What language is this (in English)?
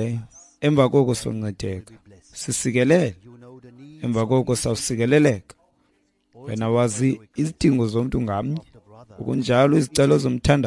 Xhosa